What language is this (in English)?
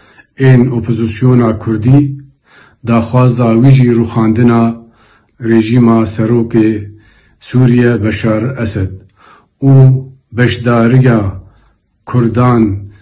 Kurdish